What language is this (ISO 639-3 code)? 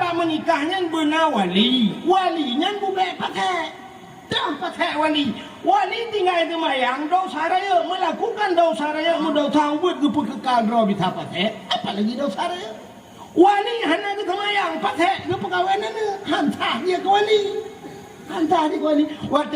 ace